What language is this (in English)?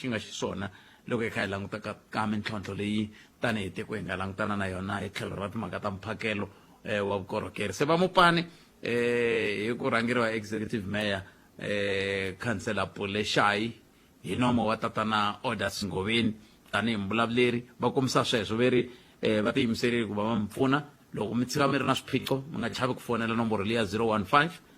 Tsonga